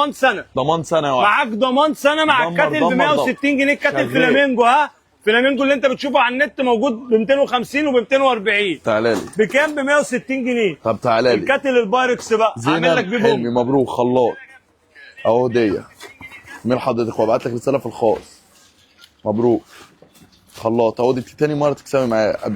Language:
Egyptian Arabic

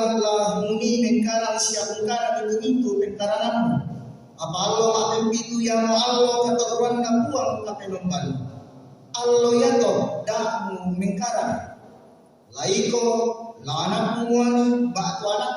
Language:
Toraja-Sa'dan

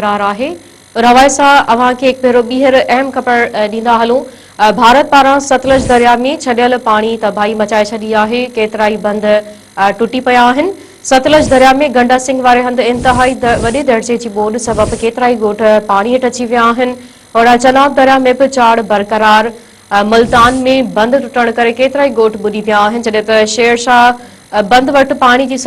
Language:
Sindhi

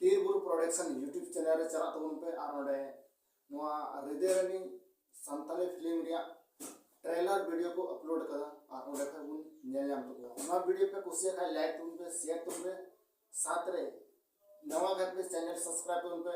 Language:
Santali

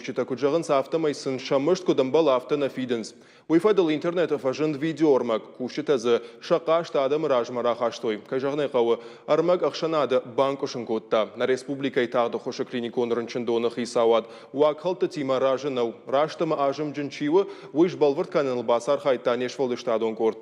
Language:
Ossetic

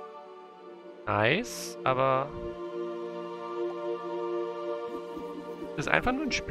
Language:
German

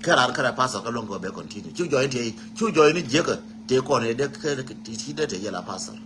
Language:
Nuer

